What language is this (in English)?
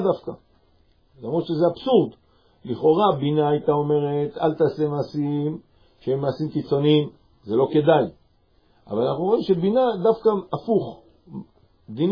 Hebrew